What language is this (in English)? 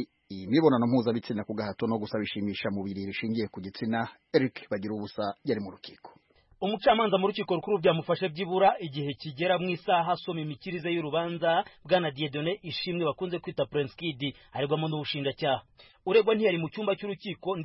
Kinyarwanda